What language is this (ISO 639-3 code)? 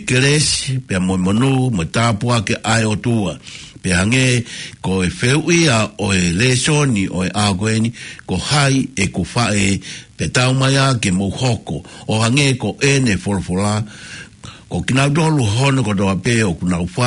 ton